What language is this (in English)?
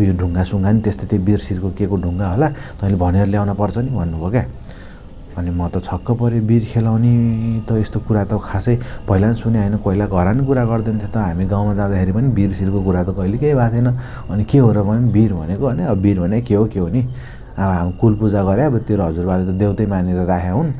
Nepali